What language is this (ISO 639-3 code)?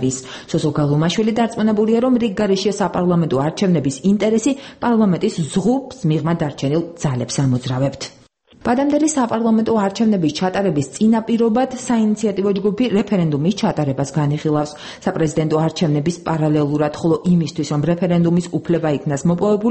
kat